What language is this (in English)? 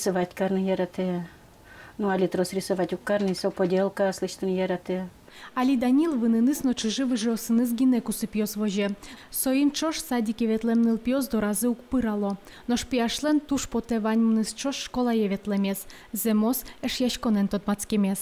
Udmurt